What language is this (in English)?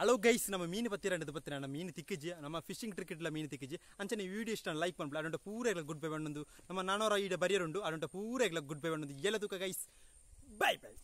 Tulu